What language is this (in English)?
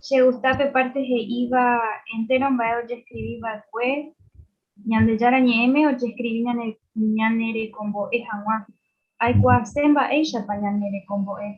Guarani